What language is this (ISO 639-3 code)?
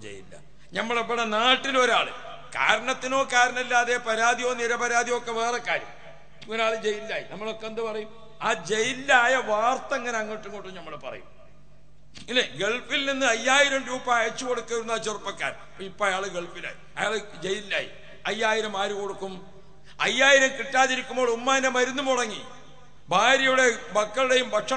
mal